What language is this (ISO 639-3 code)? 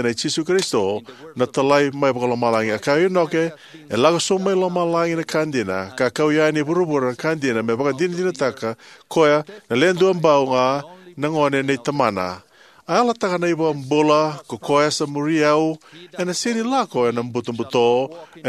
fij